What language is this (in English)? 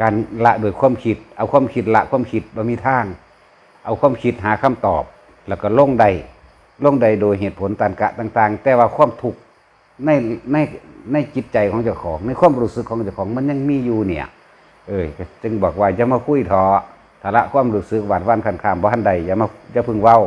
Northeastern Thai